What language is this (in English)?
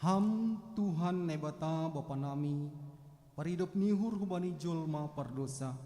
Batak Simalungun